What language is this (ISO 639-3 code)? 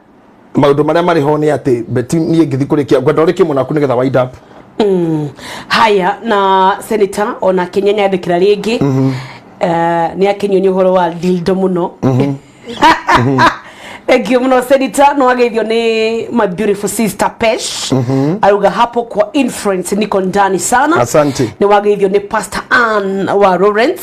kik